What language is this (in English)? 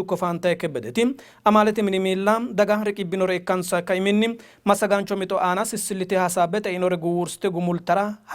Sidamo